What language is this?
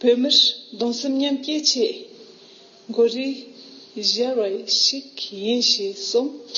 Tibetan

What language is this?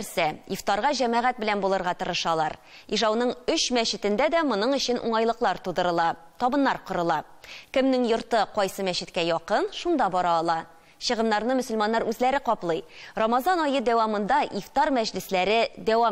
Tatar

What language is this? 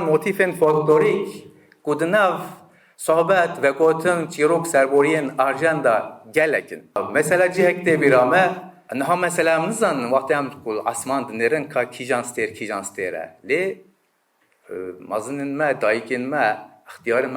Kurdish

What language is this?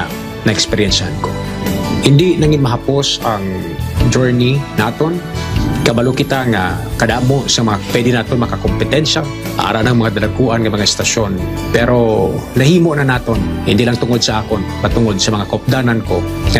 Hiligaynon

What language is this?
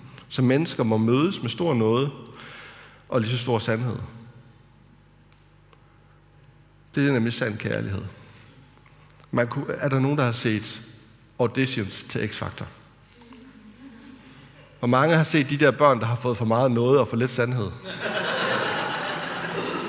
Danish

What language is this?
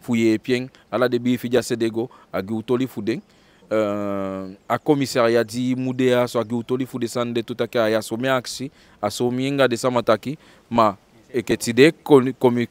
Eastern Maroon Creole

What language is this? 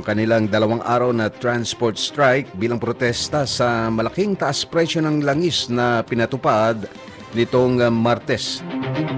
Filipino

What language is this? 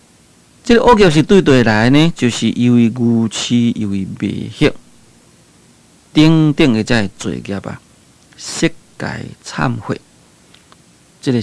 Min Nan Chinese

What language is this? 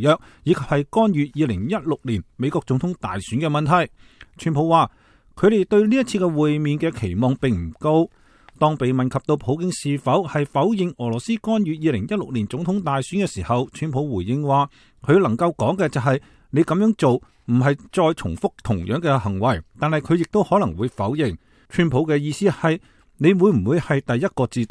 Cantonese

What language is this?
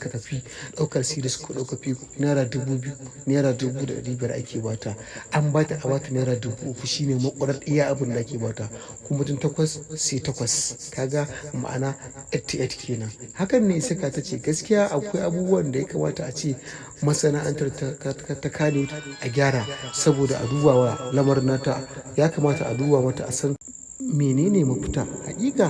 Hausa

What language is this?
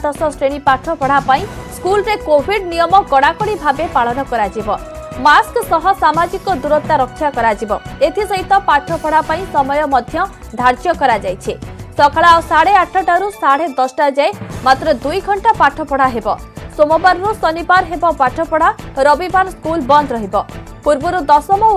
Odia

